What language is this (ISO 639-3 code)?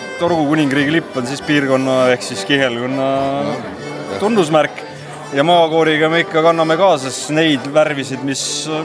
est